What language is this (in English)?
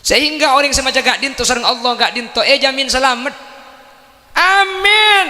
Madurese